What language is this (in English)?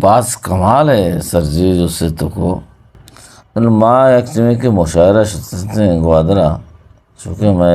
Eastern Balochi